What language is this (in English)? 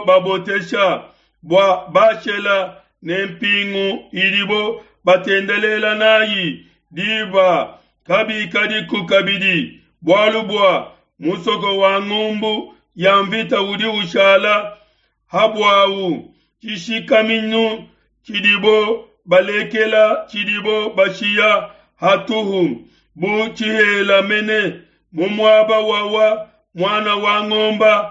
Luba-Lulua